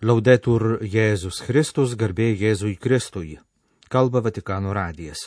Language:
Lithuanian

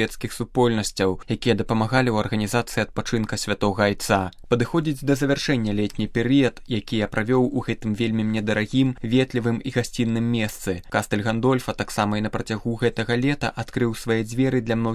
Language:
Belarusian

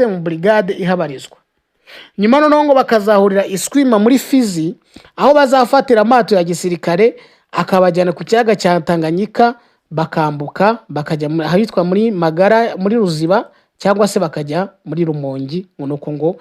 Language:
Kinyarwanda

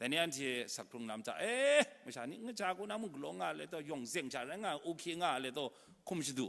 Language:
Kachin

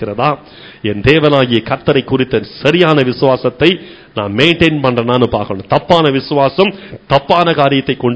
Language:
Tamil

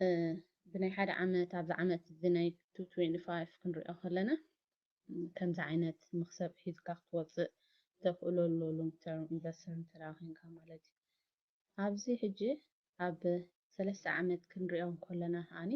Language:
Tigrinya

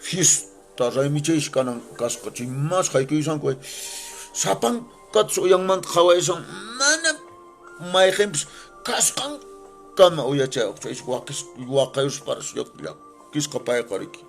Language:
Quechua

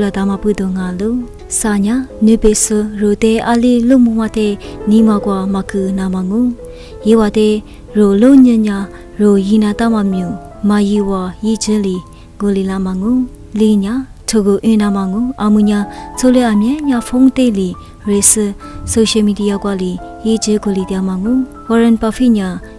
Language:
Lisu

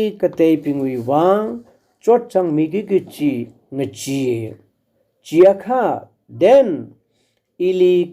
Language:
Tangkhul Naga (India)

